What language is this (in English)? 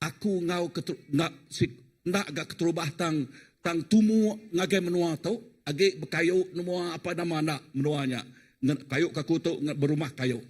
Iban